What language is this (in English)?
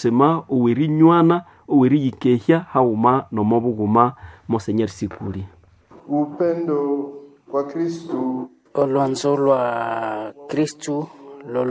Nande